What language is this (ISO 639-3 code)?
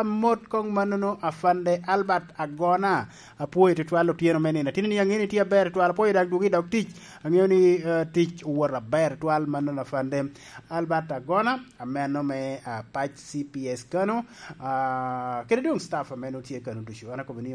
laj